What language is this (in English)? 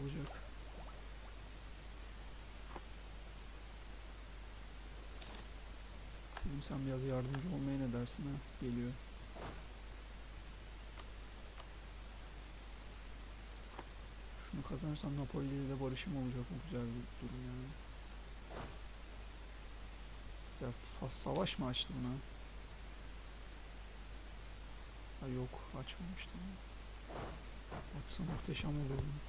Turkish